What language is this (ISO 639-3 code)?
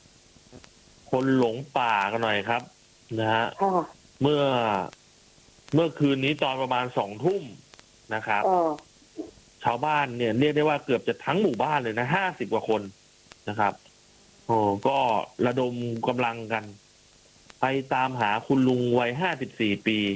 tha